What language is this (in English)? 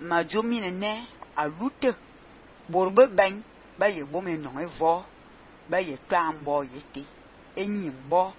Fang